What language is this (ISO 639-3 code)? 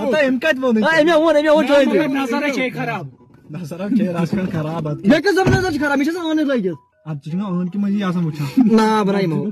kas